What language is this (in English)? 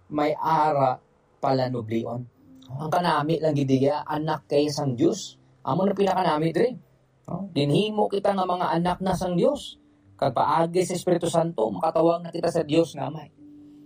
Hiligaynon